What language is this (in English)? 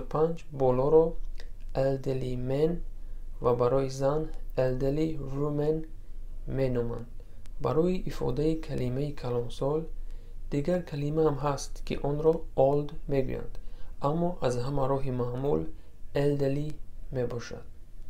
Tajik